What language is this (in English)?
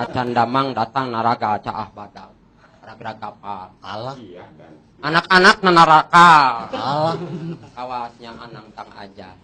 Sundanese